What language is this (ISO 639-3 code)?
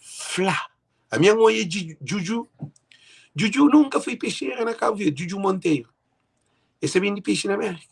kea